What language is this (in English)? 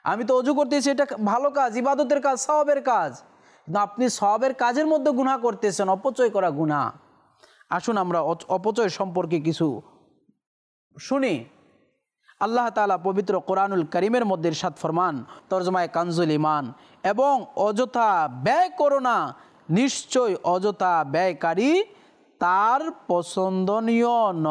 Bangla